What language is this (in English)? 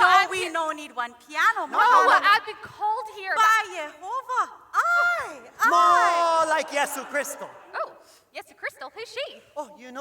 Hawaiian